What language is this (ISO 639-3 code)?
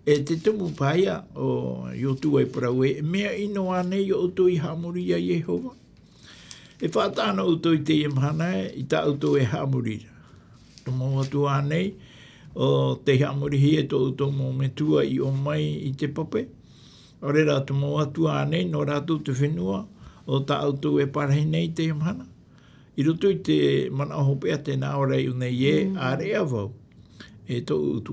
tah